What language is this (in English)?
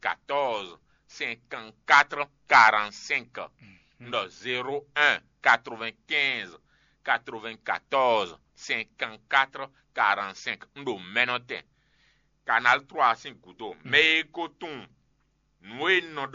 Fon